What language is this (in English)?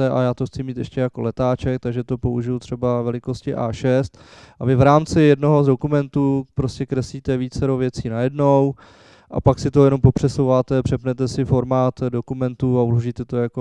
Czech